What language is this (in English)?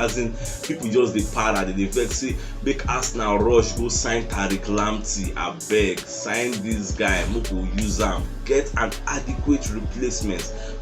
Nigerian Pidgin